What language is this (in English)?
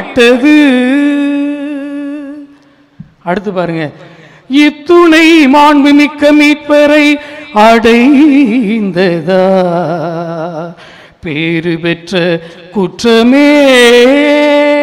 Tamil